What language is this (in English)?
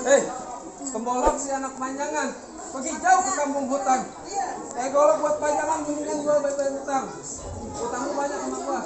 Betawi